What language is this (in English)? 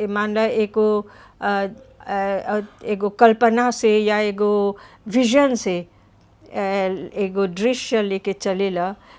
Bhojpuri